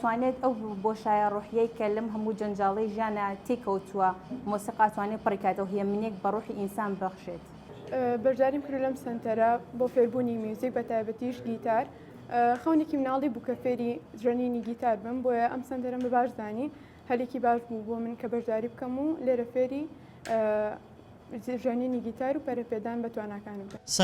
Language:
Central Kurdish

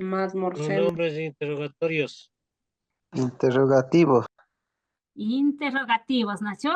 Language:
Imbabura Highland Quichua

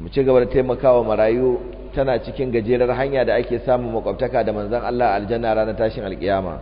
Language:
Hausa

